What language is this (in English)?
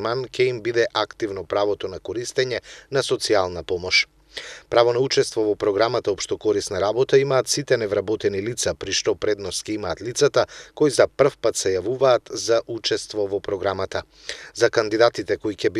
Macedonian